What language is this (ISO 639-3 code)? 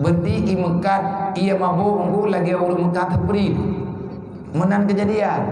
ace